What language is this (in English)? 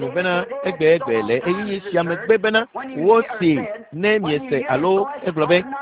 Ewe